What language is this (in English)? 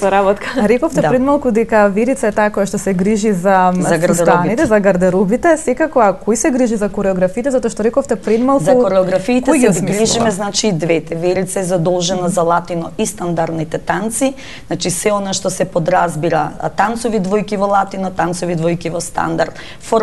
Macedonian